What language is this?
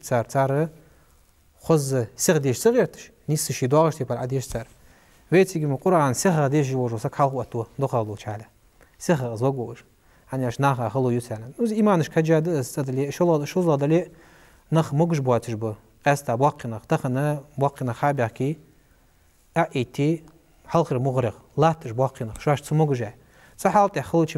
Ingush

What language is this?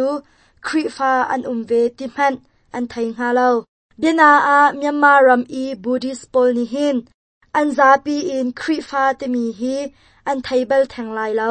Hakha Chin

